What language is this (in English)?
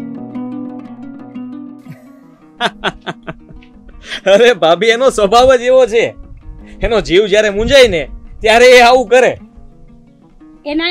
Gujarati